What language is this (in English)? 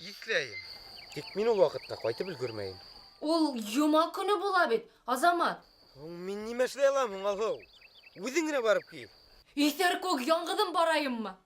Bashkir